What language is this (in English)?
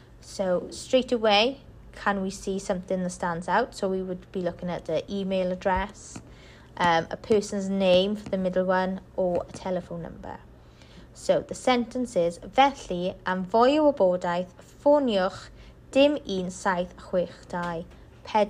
English